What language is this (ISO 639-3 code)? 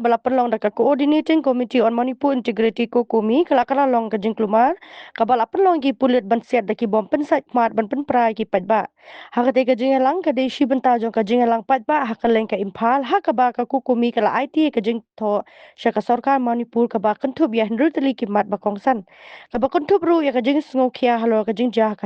kha